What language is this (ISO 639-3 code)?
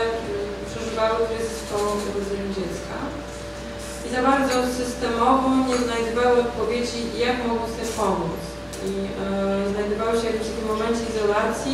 pol